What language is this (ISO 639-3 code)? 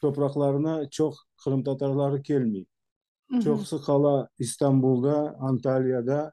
crh